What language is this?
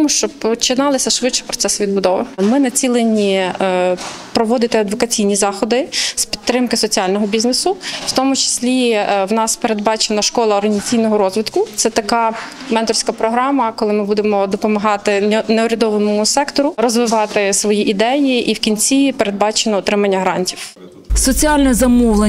Ukrainian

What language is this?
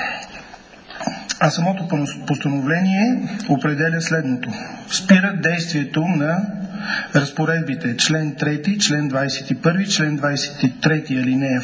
Bulgarian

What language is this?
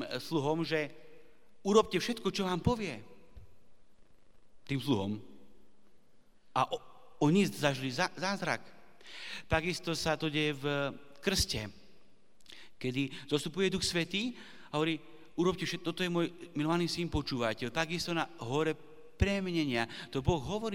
Slovak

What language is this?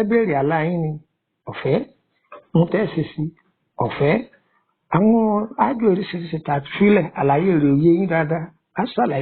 Yoruba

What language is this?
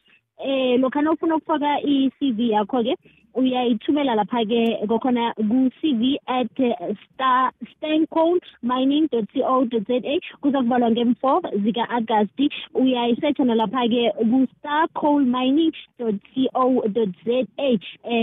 South Ndebele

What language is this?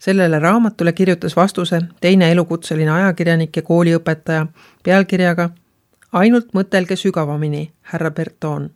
Estonian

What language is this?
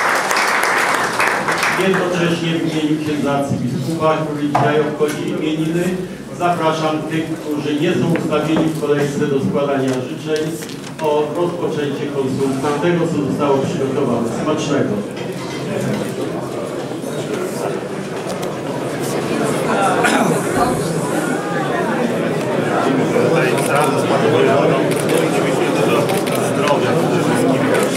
Polish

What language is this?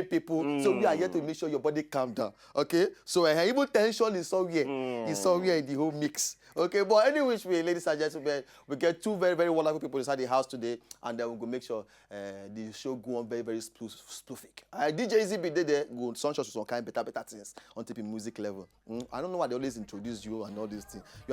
Nigerian Pidgin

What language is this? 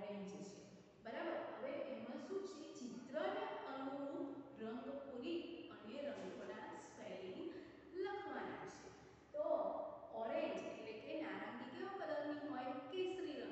Gujarati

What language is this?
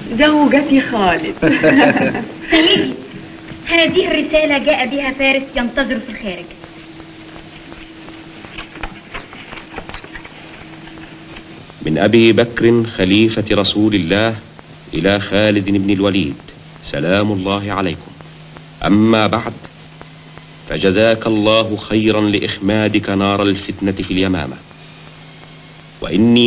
Arabic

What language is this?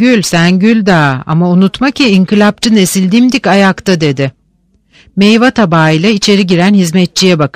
Turkish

